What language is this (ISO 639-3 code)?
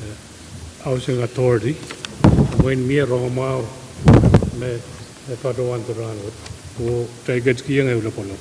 pon